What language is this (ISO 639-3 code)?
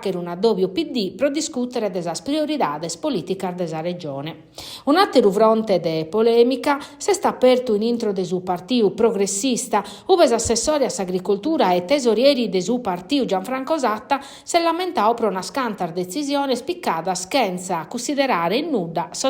srd